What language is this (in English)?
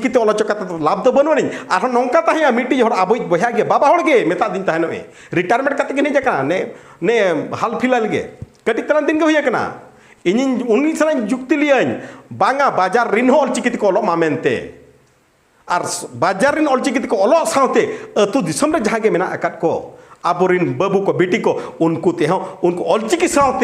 Santali